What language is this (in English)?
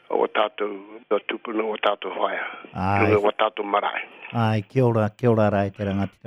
Māori